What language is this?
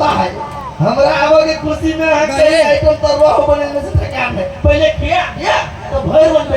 Maithili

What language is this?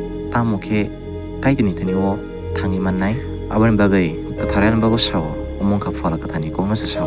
Kok Borok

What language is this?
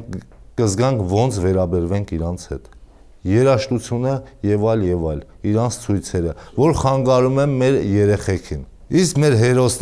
Armenian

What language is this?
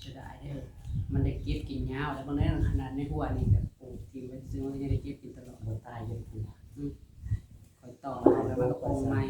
Northeastern Thai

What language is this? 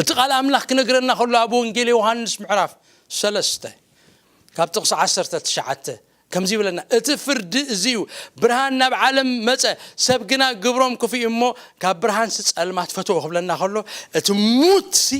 Tigrinya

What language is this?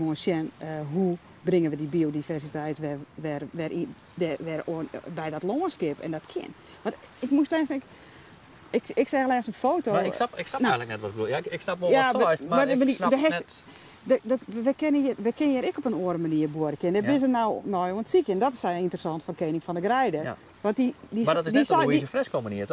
Western Frisian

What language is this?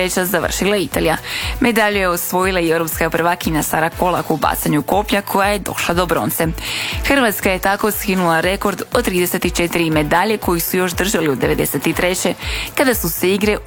Croatian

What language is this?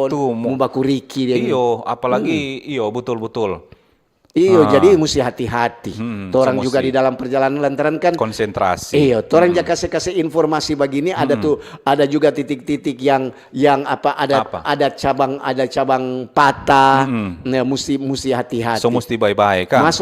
Manado Malay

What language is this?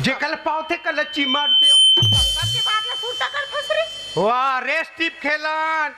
Chhattisgarhi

